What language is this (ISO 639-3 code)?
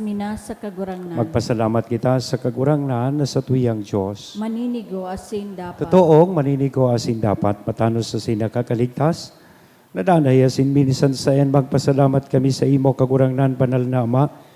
bik